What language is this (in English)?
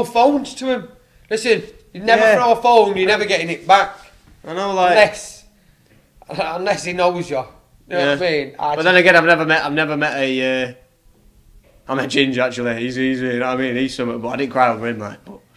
English